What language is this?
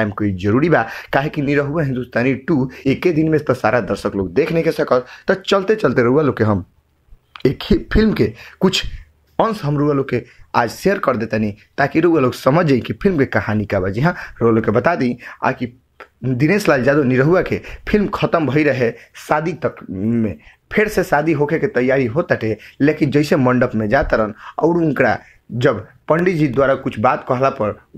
Bhojpuri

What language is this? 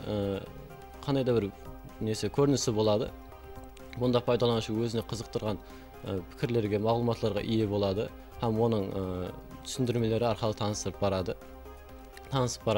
Kara-Kalpak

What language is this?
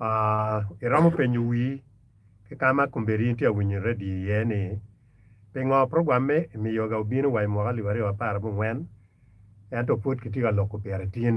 Acoli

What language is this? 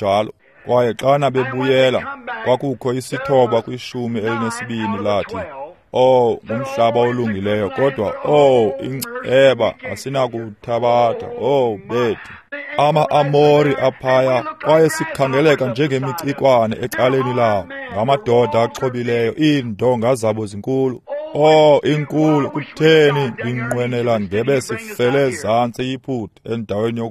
Xhosa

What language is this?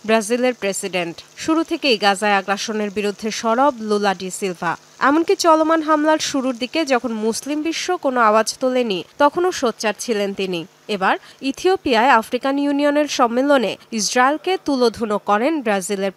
Bangla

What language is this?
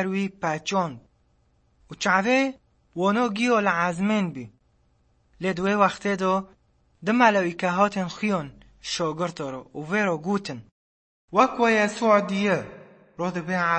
Kurdish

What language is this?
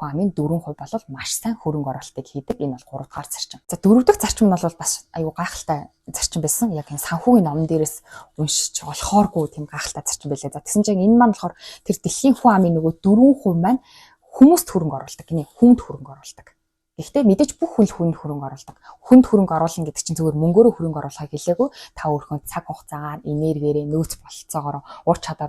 Mongolian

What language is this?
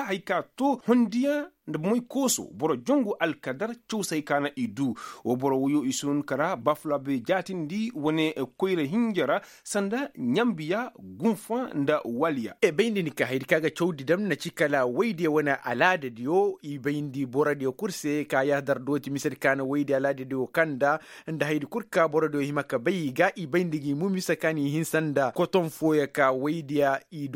Koyraboro Senni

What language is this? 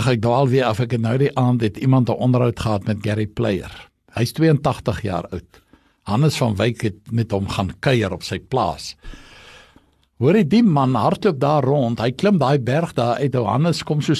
Afrikaans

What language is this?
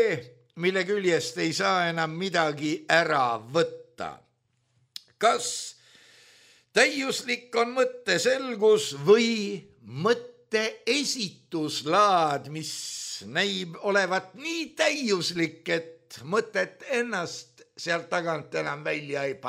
Estonian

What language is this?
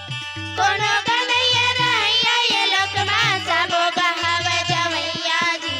Chhattisgarhi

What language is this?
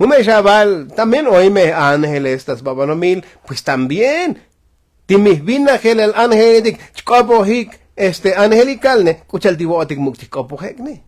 Tzotzil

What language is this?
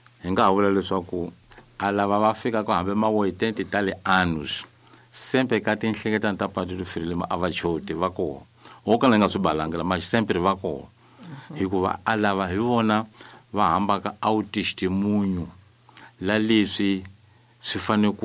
Tsonga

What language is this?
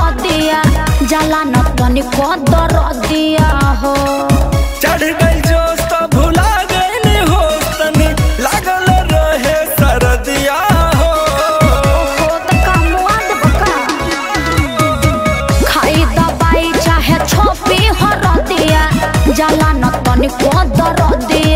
Bhojpuri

